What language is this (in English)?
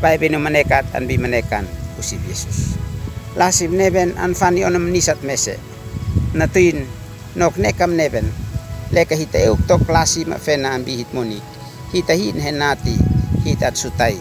Uab Meto